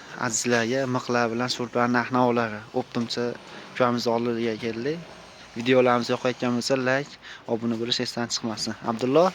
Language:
Uzbek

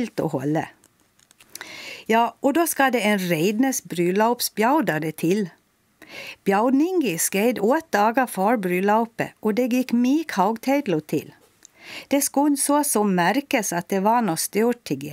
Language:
Swedish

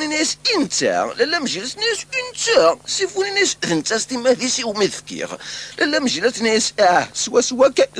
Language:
Kabyle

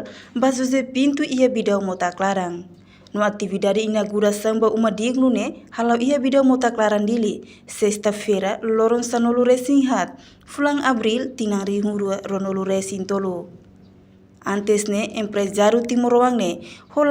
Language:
Tetum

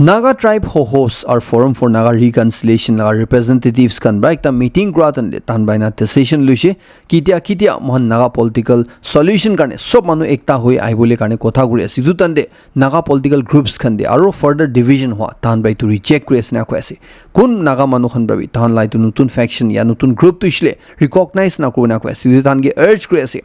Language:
Naga Pidgin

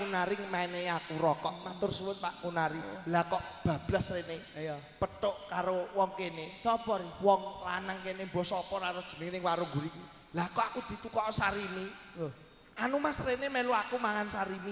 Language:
Javanese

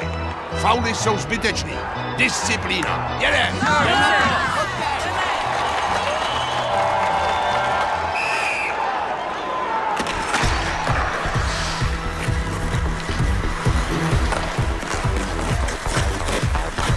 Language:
Czech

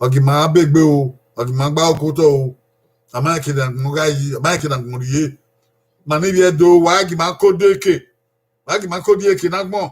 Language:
Bini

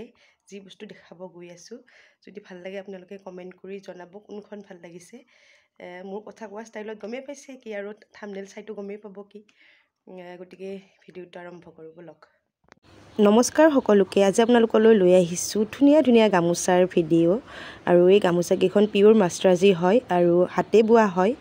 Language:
Assamese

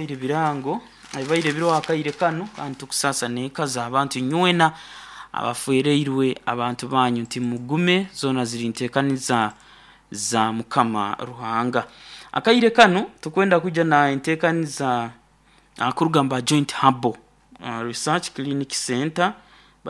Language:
Nyankole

